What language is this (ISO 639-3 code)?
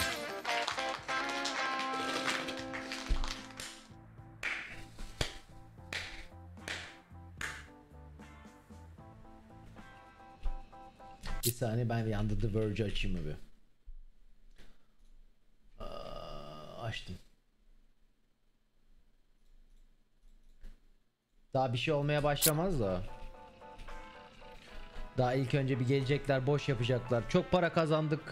tur